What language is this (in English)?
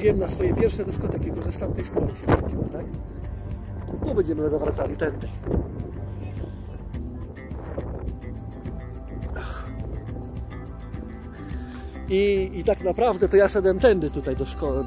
Polish